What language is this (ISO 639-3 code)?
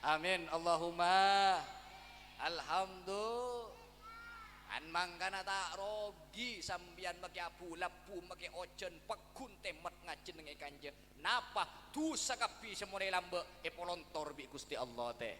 mad